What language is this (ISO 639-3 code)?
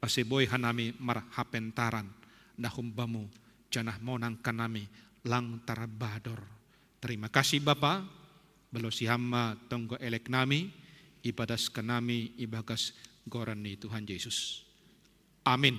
bts